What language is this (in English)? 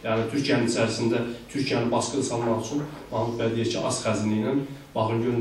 South Azerbaijani